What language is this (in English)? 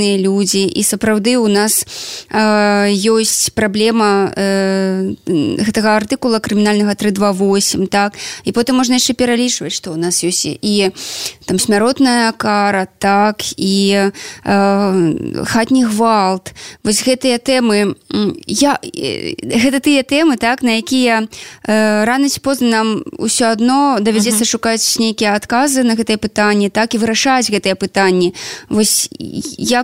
Belarusian